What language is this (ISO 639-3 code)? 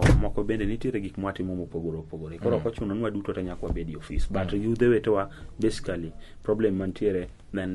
luo